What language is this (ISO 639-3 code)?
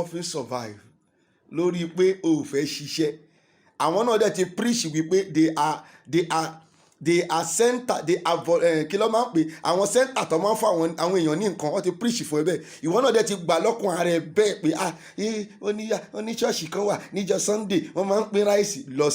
yor